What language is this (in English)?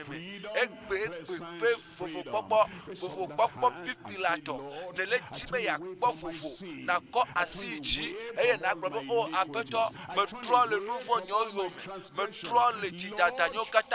Ewe